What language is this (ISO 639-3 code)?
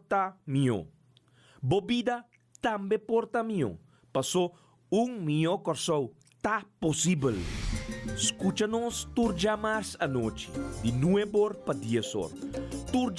pap